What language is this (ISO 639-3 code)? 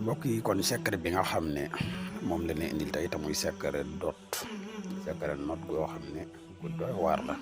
wol